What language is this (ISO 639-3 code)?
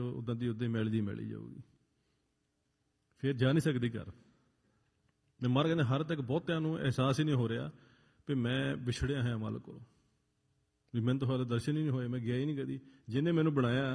pan